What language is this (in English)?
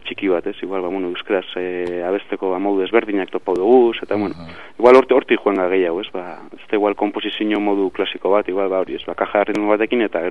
Basque